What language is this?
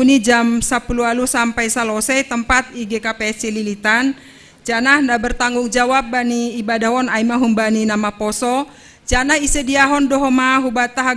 Batak Simalungun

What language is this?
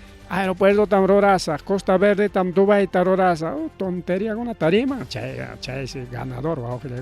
Ayacucho Quechua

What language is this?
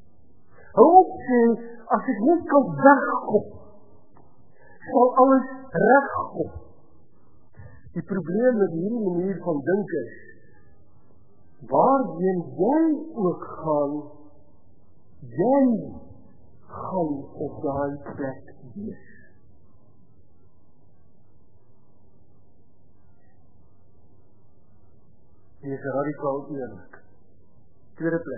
Afrikaans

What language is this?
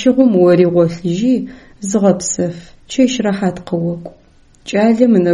Adyghe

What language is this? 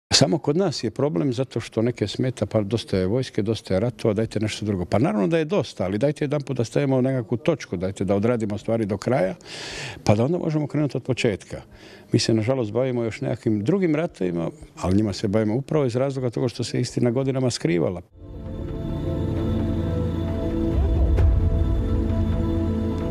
Croatian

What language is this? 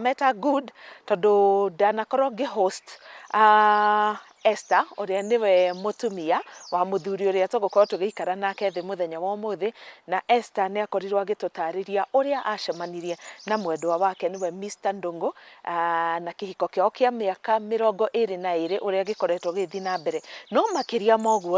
Kikuyu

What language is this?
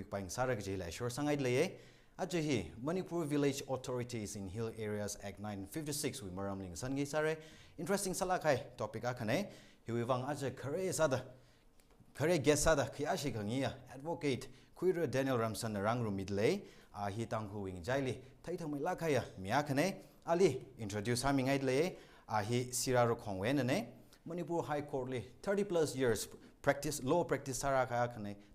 Tangkhul Naga (India)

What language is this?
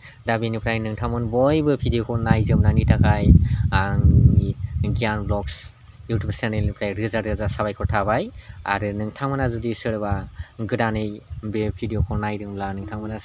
Bodo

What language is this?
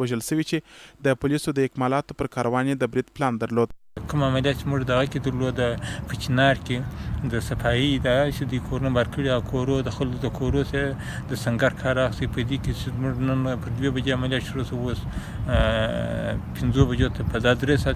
Pashto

